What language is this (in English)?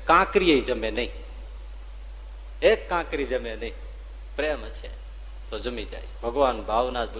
Gujarati